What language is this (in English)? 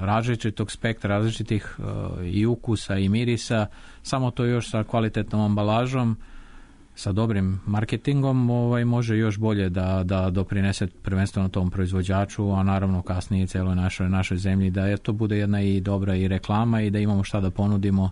Serbian